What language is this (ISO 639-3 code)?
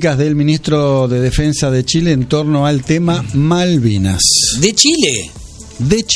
spa